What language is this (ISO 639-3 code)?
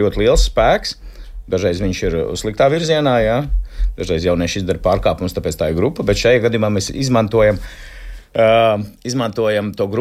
lav